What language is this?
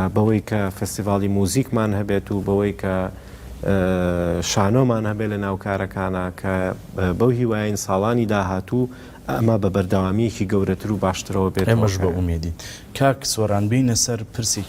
Central Kurdish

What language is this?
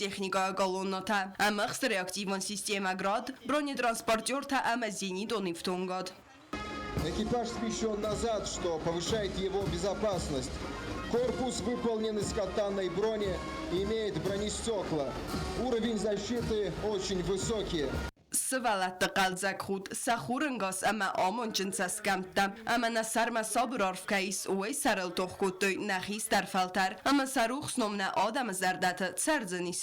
Ossetic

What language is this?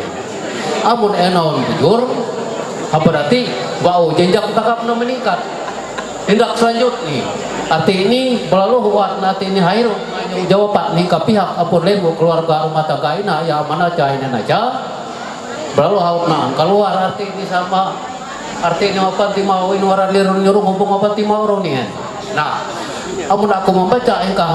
Ma'anyan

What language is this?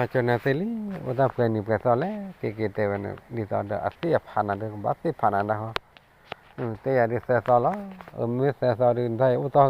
S'gaw Karen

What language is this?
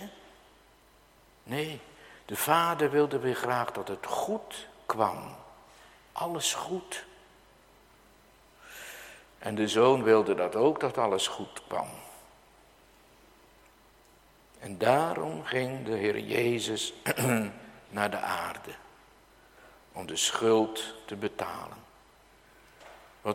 Dutch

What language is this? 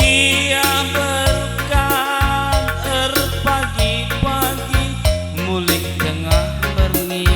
Batak Karo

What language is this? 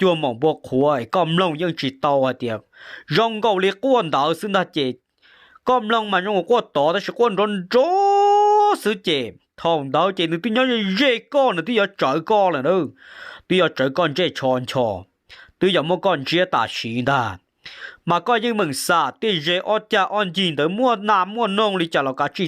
Hmong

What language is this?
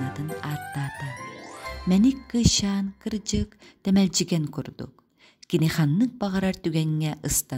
Yakut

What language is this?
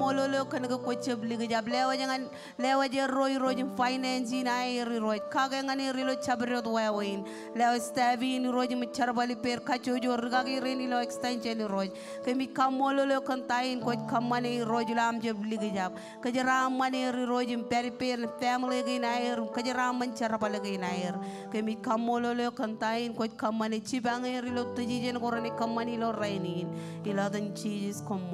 Marshallese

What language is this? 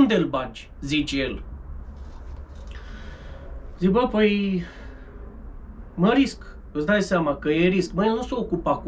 Romanian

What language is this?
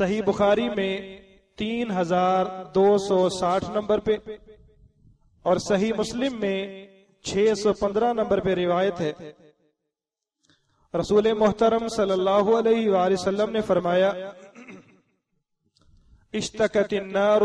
Urdu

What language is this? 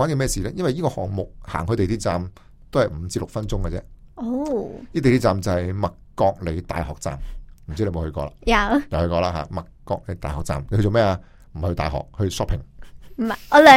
Cantonese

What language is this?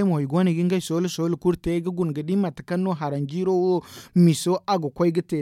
Zarma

